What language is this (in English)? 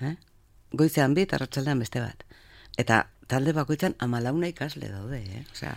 Basque